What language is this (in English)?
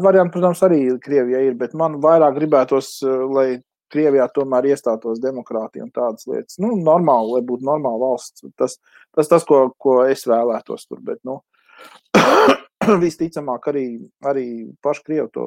Latvian